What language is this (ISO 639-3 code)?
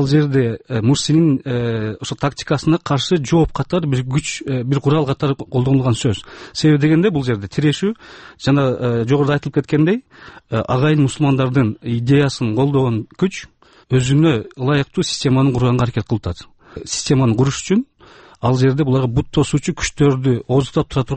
kir